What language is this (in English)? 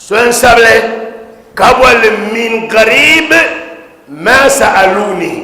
Dagbani